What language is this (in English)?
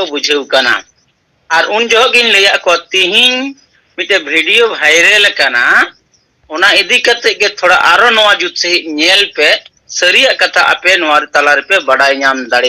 Santali